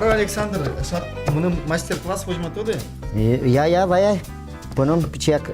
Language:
Udmurt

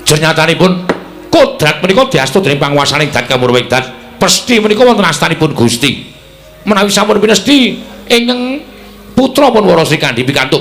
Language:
Javanese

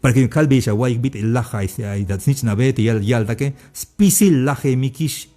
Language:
Tzeltal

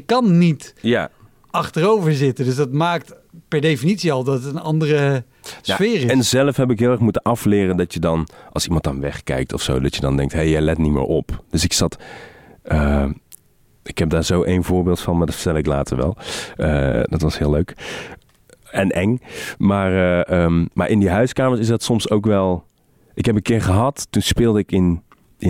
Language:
Dutch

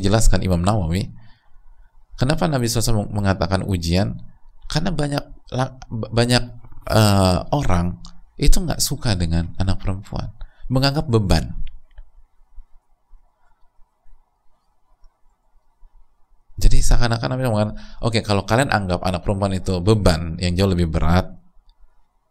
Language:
Indonesian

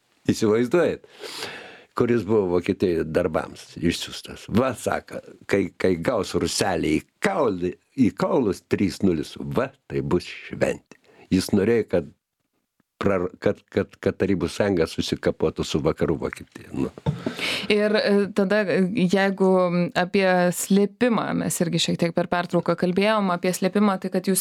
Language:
Lithuanian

